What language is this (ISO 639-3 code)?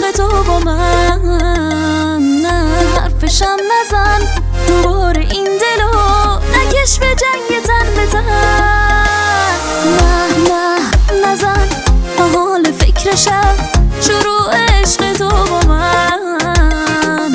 fas